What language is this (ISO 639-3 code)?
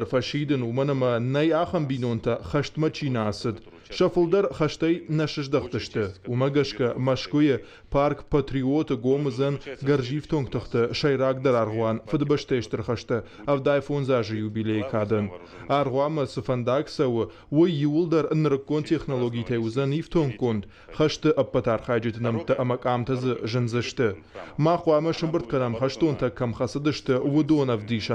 oss